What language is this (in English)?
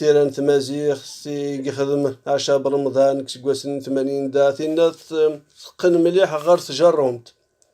Kabyle